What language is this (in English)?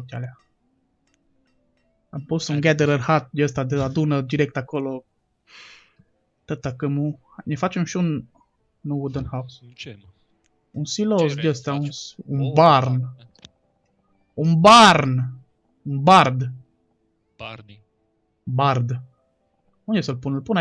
Romanian